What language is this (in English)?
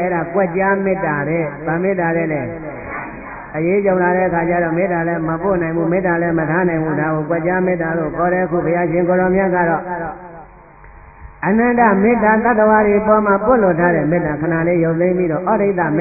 Burmese